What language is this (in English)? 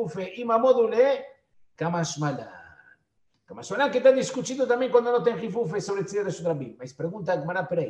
Portuguese